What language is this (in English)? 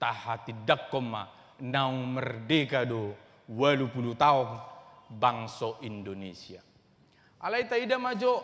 Batak Toba